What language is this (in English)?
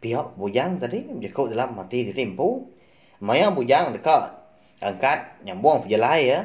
Iban